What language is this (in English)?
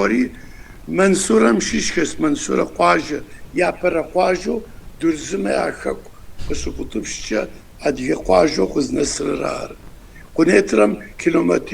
Kabardian